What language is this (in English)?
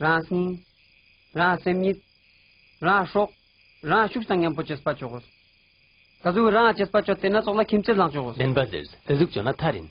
Ladakhi